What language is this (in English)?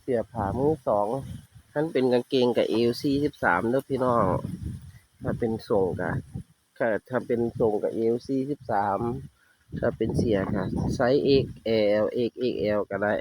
Northeastern Thai